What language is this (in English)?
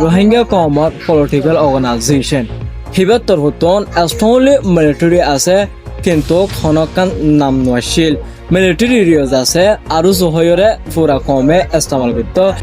Rohingya